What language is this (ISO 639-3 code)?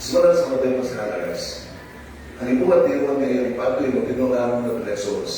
ceb